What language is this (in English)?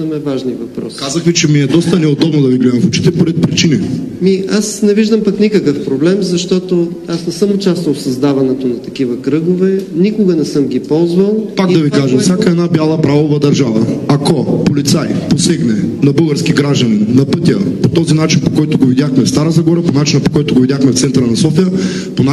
Bulgarian